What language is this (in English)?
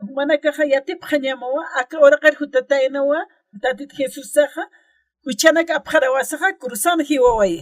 Aymara